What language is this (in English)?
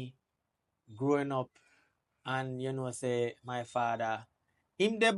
Jamaican Creole English